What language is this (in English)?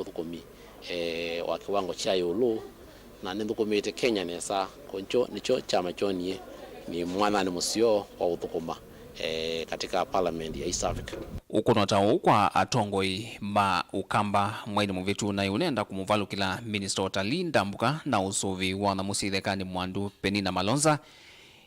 Kamba